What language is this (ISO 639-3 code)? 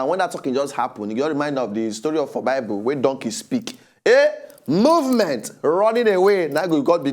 pcm